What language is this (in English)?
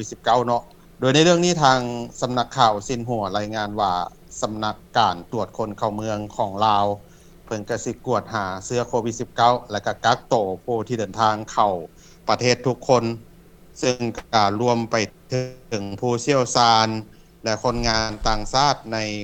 Lao